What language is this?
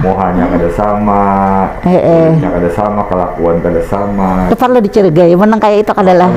Banjar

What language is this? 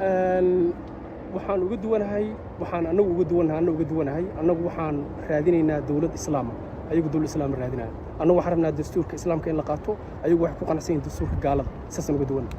Somali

